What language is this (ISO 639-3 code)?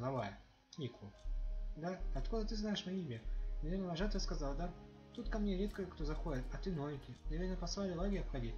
rus